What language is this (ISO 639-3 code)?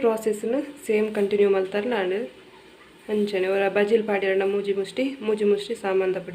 tcy